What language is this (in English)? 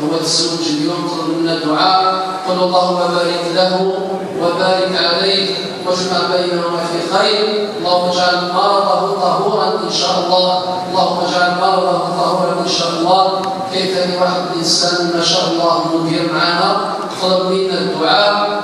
Algerian Arabic